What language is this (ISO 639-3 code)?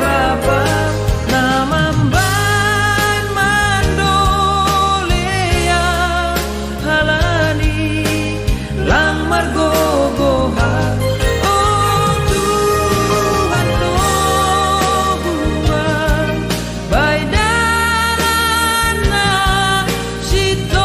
bts